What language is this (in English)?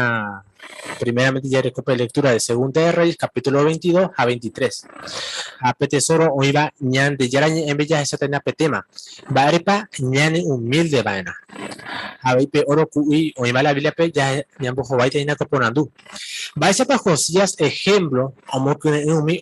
Guarani